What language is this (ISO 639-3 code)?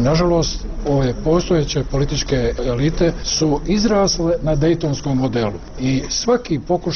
bos